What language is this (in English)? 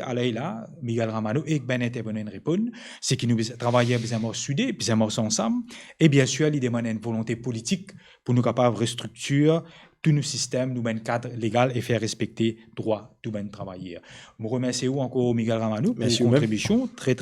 Morisyen